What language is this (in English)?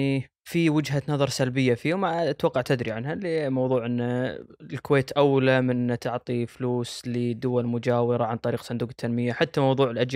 Gulf Arabic